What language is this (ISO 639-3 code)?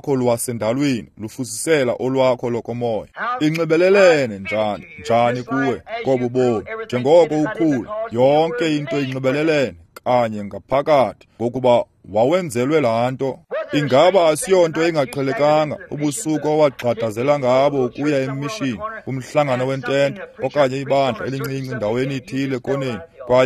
xho